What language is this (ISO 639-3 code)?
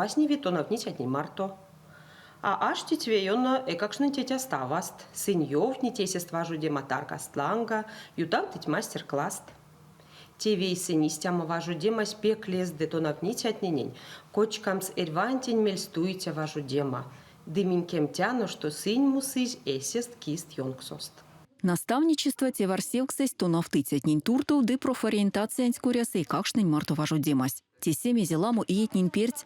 myv